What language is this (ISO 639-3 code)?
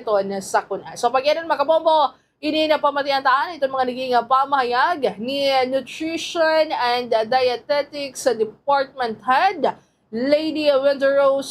war